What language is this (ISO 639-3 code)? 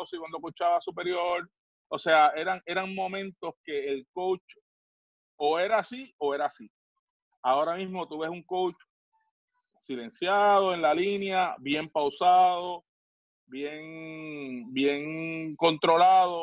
spa